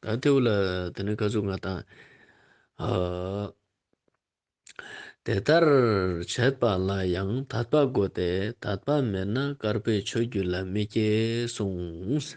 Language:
Ladakhi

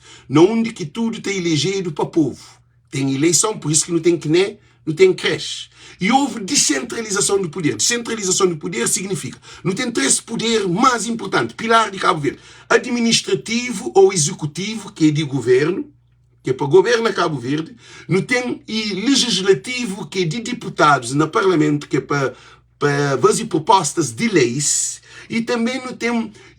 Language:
Kabuverdianu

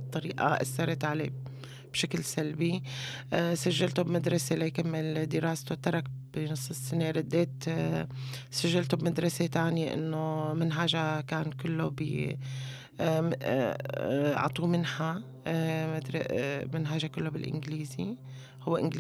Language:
North Levantine Arabic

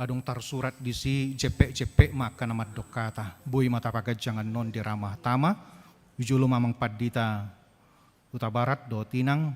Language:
Batak Toba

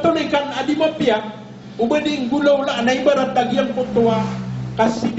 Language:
Maranao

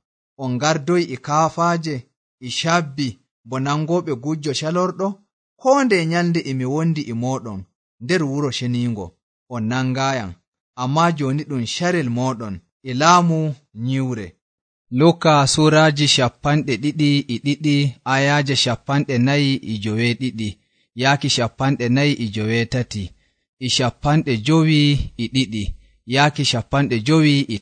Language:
Nigerian Fulfulde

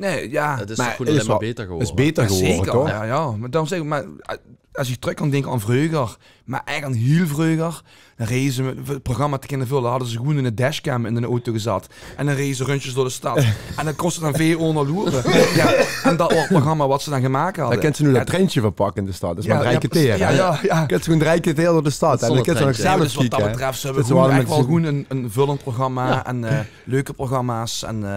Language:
Limburgish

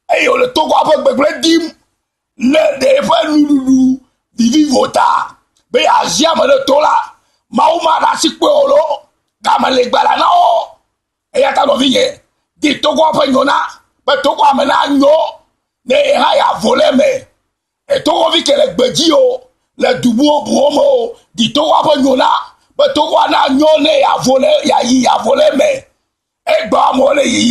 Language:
Ewe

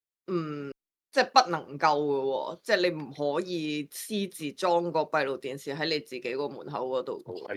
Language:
Cantonese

